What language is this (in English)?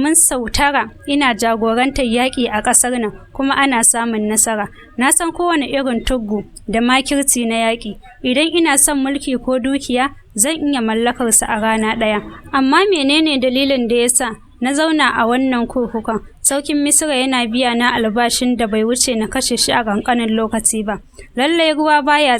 Hausa